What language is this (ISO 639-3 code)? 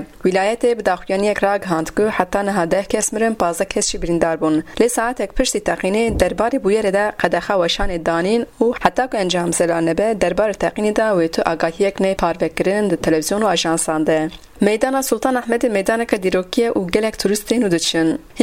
kur